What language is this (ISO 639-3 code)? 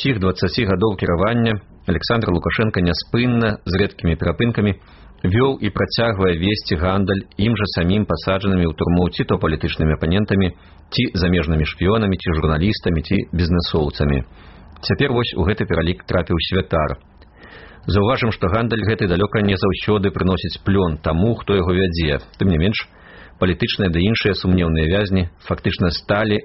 bel